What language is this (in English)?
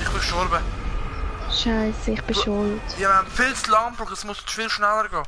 Swiss German